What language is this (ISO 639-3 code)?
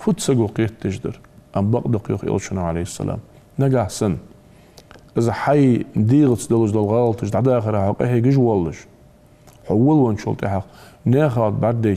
inh